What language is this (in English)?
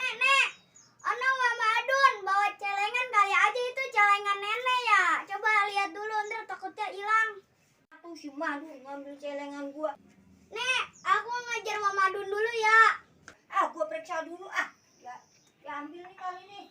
Betawi